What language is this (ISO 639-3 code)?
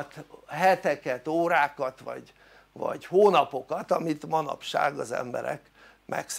hun